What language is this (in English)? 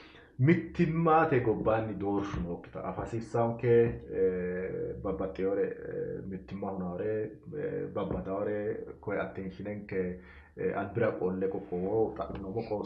Sidamo